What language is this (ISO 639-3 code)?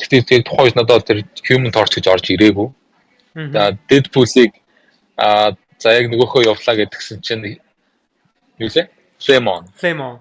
mon